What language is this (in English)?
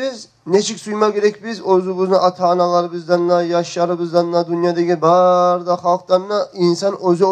Kumyk